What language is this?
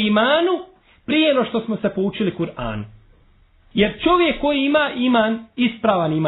Bosnian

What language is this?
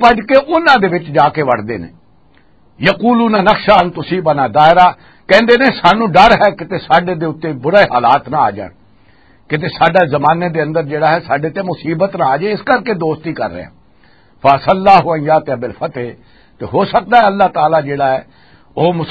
Western Panjabi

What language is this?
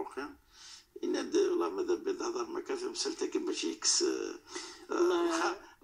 Moroccan Arabic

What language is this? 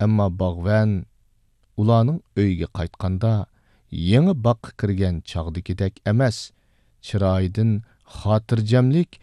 Uyghur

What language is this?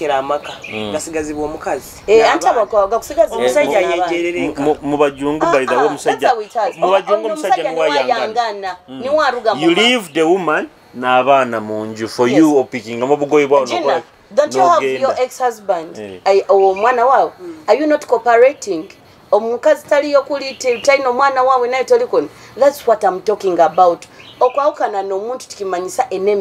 Nyoro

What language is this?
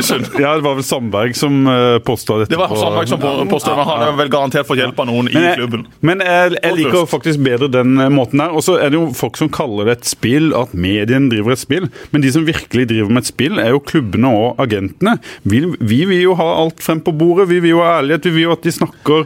Norwegian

